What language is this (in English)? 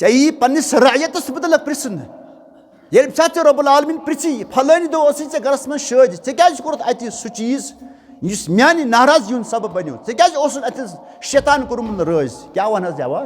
Kashmiri